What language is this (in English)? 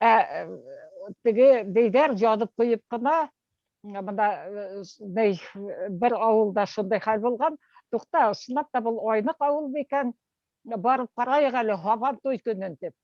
Bashkir